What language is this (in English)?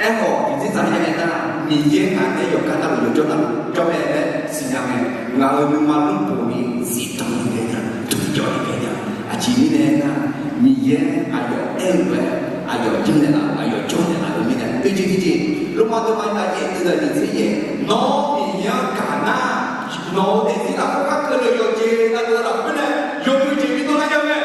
Akha